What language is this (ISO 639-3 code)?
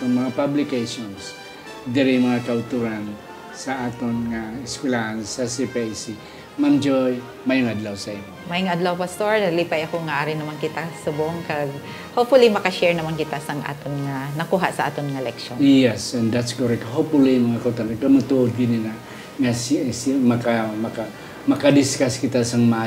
hil